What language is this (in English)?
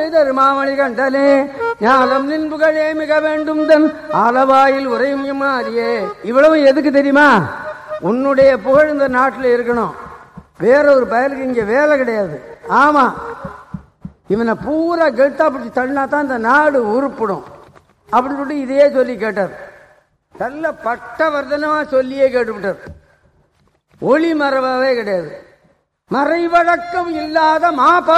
Tamil